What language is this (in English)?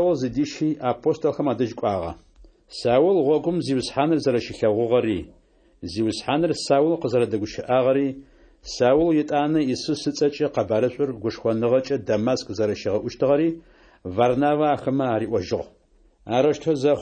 Adyghe